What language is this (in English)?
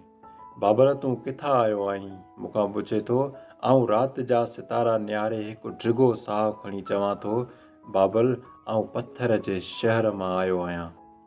Sindhi